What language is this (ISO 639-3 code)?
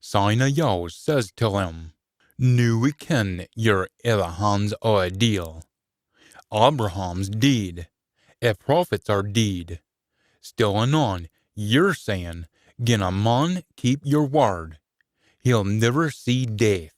sco